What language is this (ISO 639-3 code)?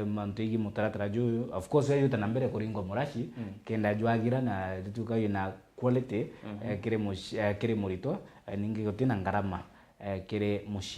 mer